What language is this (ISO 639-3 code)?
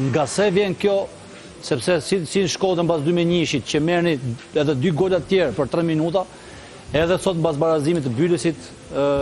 sqi